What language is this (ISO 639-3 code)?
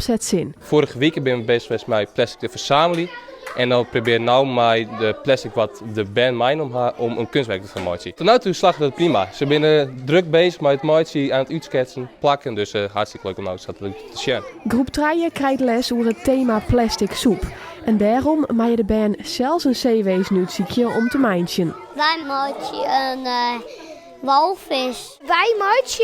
fry